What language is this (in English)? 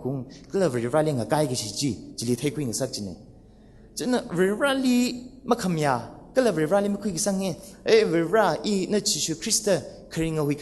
Tangkhul Naga (India)